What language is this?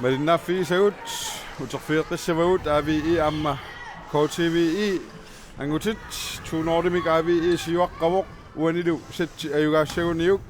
Kalaallisut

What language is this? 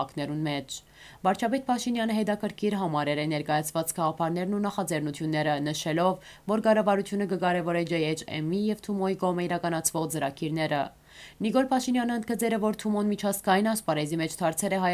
Western Armenian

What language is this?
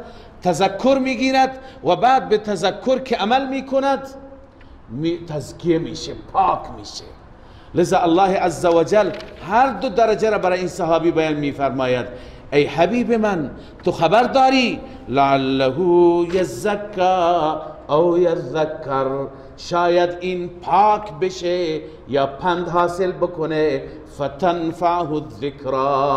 Persian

